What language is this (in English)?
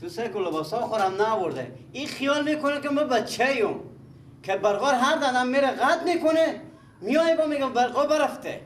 Persian